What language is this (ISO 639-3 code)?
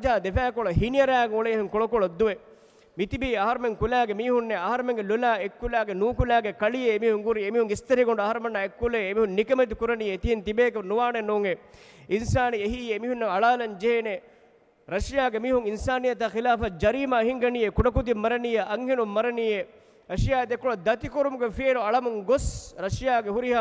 div